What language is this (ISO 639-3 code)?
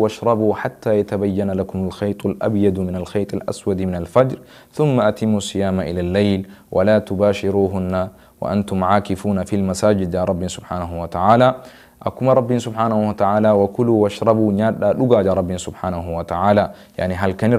orm